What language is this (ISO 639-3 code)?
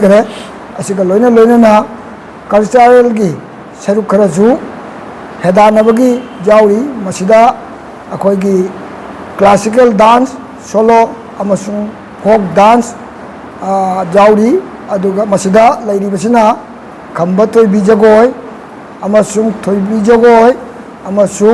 mni